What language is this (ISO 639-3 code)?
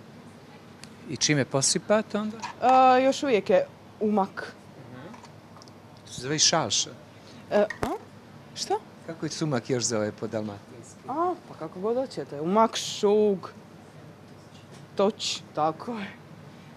hrv